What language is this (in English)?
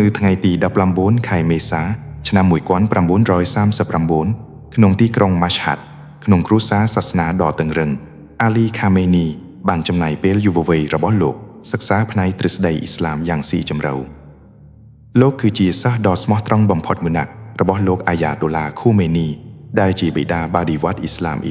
Khmer